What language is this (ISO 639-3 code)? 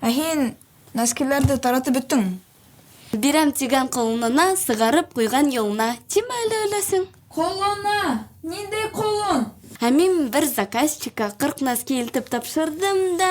bak